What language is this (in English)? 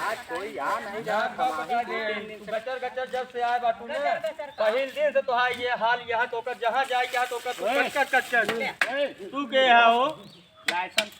Awadhi